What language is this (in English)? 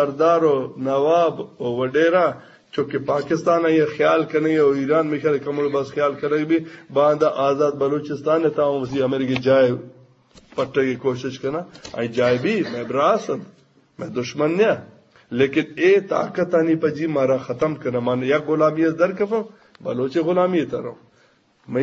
Eastern Balochi